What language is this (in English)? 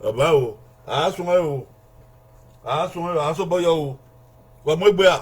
Bini